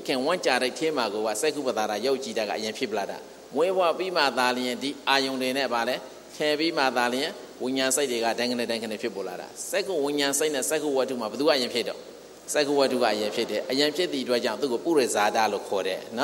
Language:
Burmese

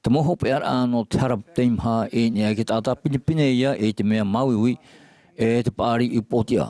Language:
Tahitian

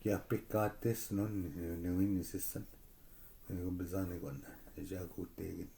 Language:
Chippewa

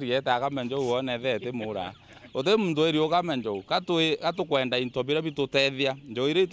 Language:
Meru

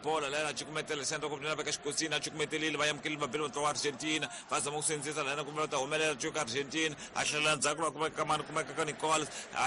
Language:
Tsonga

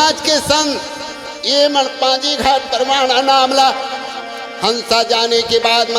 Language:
Chhattisgarhi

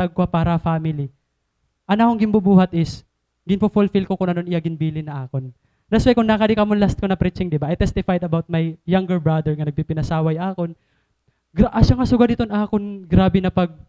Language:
Waray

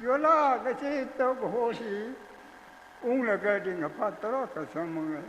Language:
Tangkhul Naga (India)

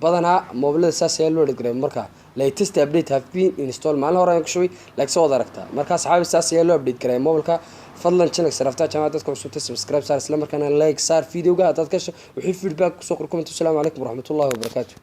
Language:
Somali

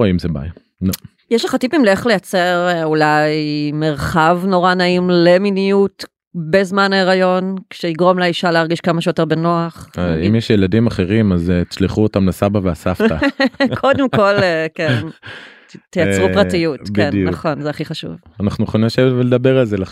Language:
Hebrew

